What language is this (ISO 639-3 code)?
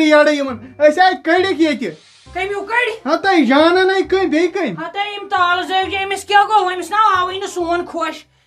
kas